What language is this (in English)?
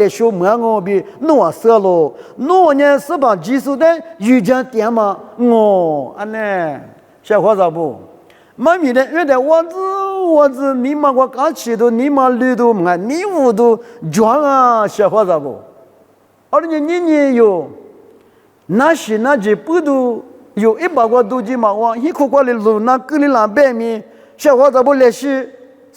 Lisu